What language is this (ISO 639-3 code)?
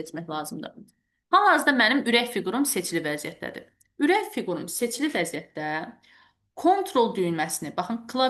aze